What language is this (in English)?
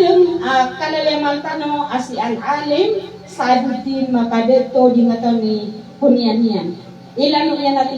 Maranao